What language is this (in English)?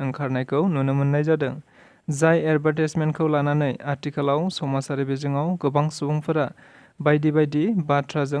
Bodo